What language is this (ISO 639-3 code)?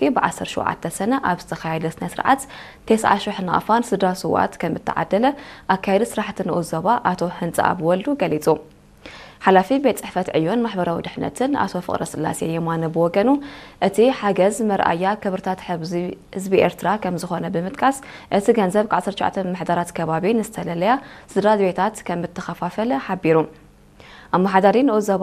tir